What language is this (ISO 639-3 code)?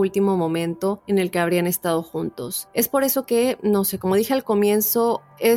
spa